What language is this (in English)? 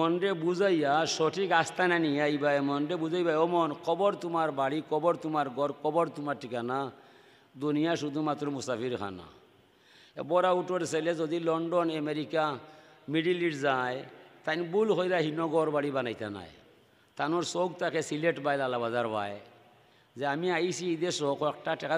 Sylheti